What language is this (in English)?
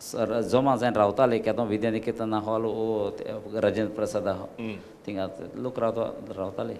Konkani